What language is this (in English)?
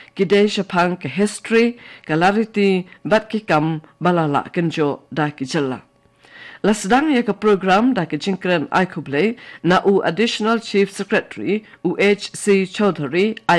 Khasi